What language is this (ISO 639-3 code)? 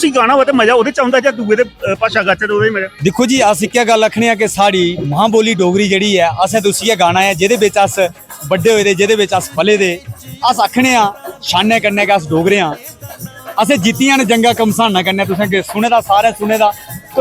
doi